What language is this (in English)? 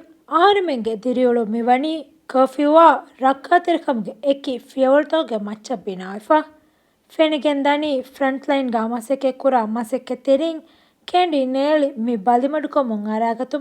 Divehi